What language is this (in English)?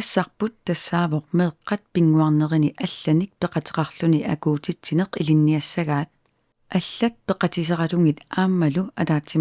Kalaallisut